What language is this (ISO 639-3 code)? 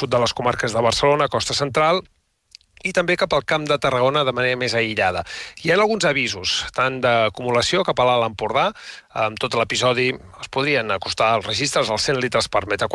cat